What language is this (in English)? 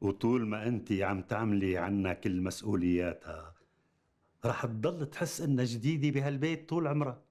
North Levantine Arabic